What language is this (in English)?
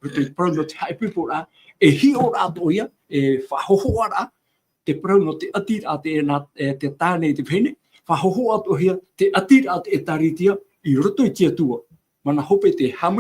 Tahitian